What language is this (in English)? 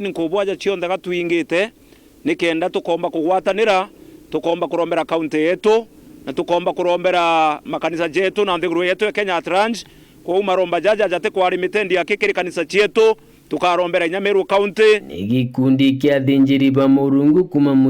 Meru